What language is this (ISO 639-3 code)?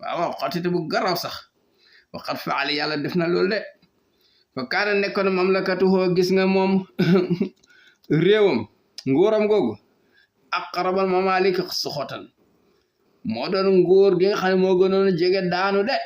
wol